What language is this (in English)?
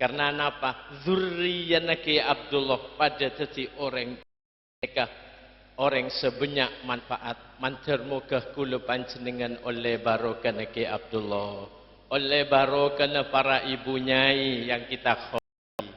Madurese